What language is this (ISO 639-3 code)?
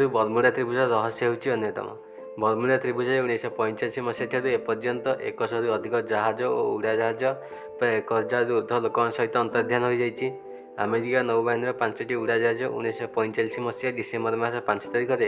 ori